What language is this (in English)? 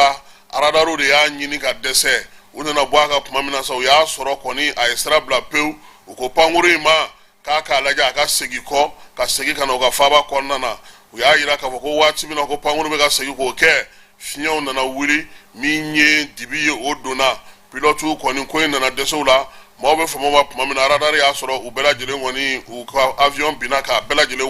Bambara